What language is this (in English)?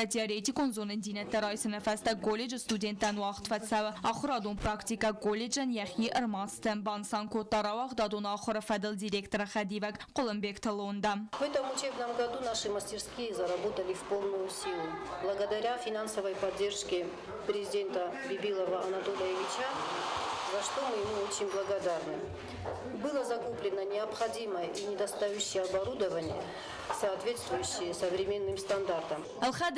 Ossetic